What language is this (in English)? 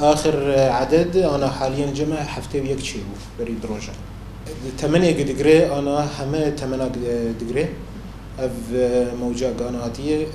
Kurdish